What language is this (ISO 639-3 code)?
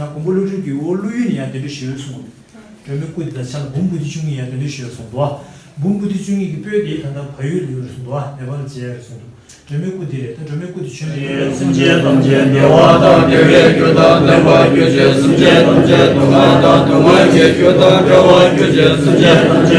bod